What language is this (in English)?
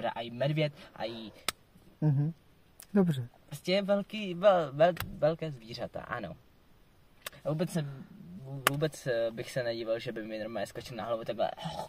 Czech